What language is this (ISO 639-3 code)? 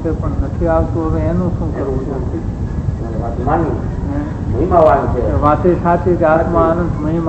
guj